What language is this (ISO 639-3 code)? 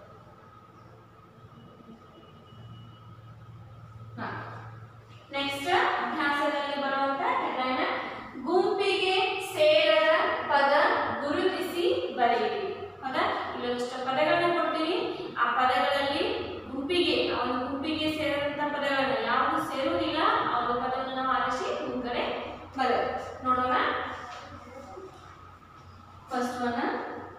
kan